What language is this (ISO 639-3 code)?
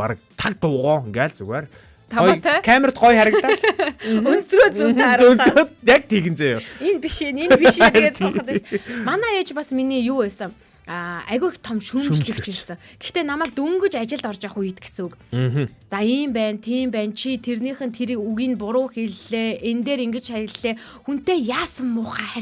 mon